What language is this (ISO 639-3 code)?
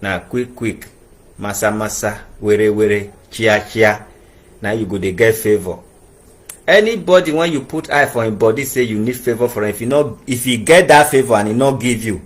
pcm